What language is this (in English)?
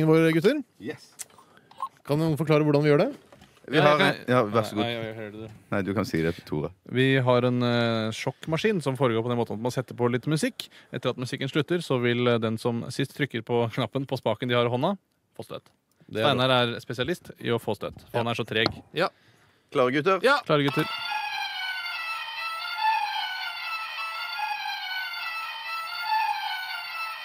Norwegian